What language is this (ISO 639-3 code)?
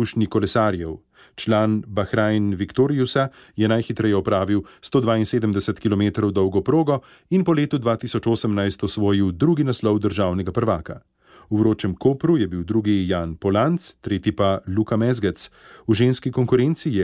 slv